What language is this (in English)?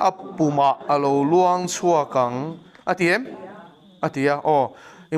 Mizo